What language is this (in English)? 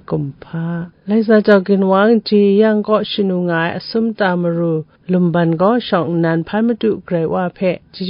Kachin